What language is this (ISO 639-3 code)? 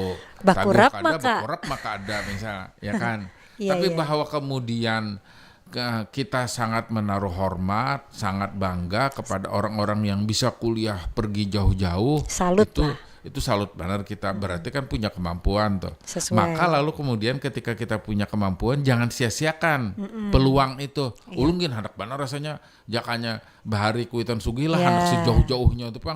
bjn